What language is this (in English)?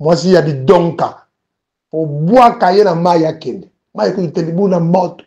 Lingala